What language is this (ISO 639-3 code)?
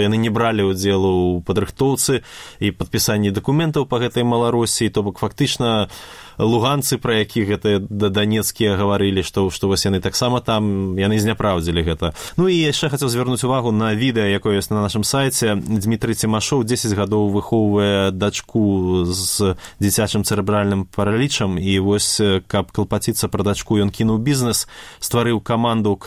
bel